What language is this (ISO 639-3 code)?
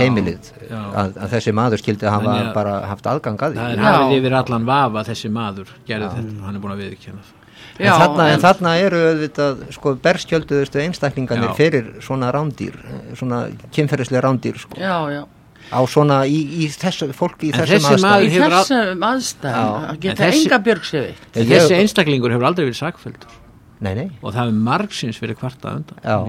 isl